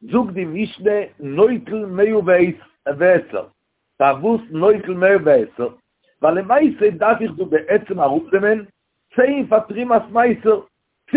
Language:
Yiddish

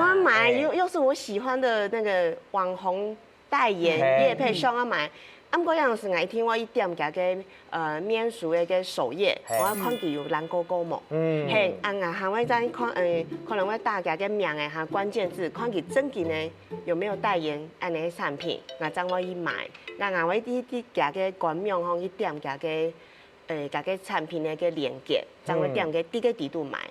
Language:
Hakka Chinese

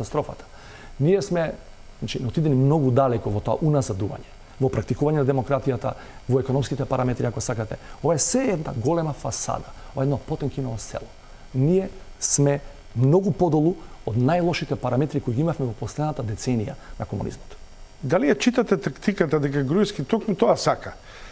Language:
Macedonian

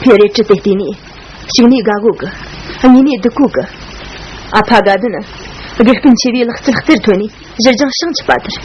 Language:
Tibetan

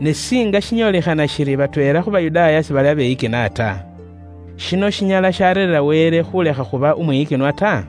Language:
Luyia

